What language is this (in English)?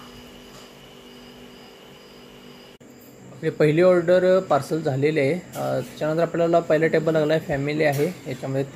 Marathi